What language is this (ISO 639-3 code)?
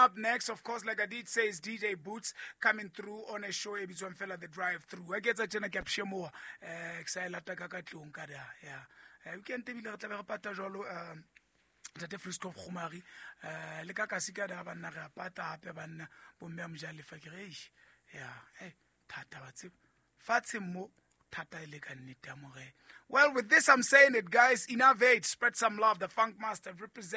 sot